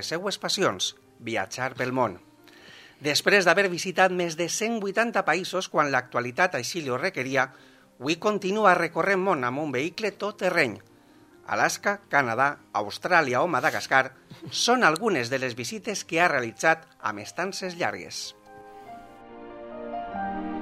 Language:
Catalan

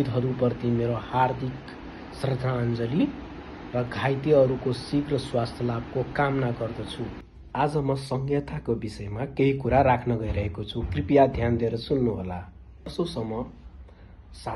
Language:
Nepali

